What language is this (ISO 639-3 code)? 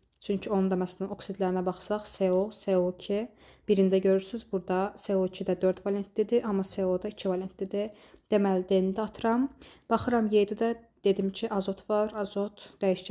aze